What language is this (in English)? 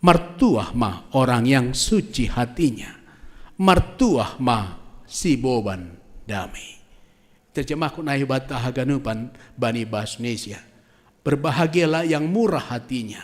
Batak Simalungun